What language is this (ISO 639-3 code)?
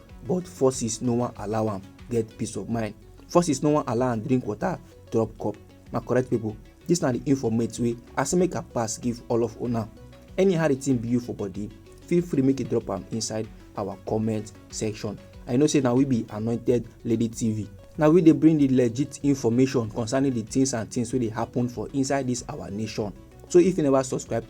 pcm